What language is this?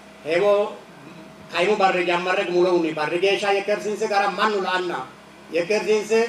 Sidamo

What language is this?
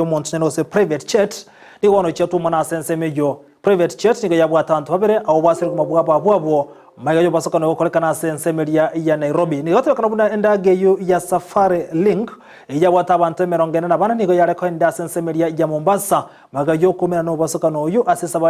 Gusii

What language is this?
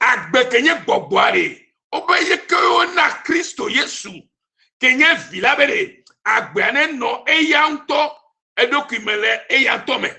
Ewe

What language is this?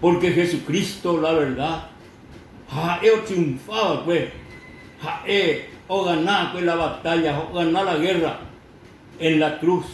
Guarani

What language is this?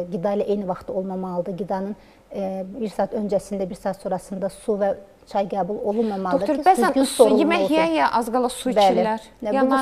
Azerbaijani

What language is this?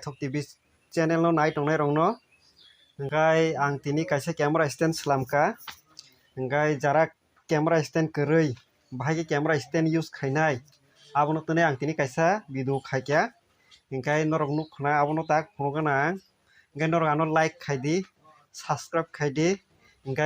Kok Borok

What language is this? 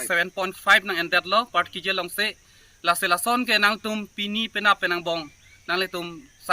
Karbi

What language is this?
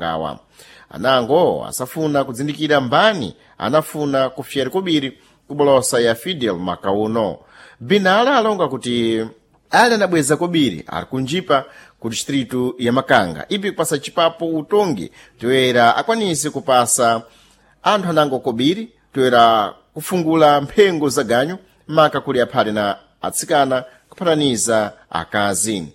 Sena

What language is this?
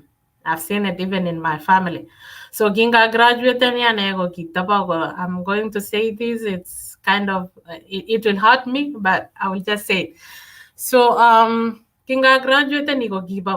Kalenjin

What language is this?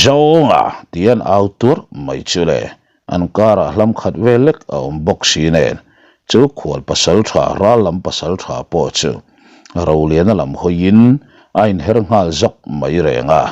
Mizo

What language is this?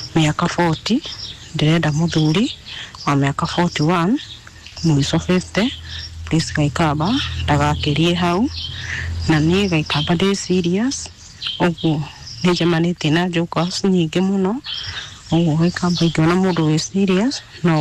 Kikuyu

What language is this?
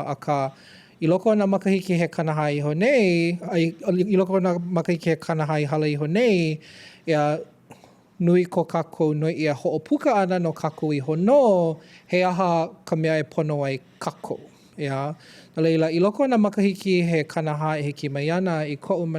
Hawaiian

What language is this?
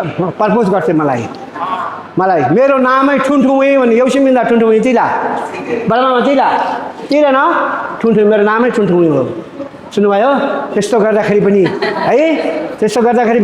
Nepali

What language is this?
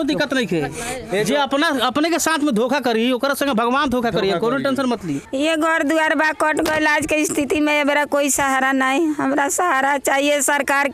Bhojpuri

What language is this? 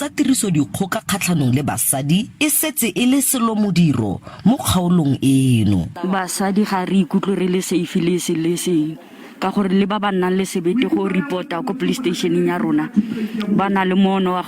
Tswana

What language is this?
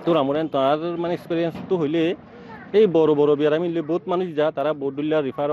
Bangla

